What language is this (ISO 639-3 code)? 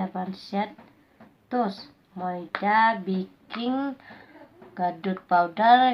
kha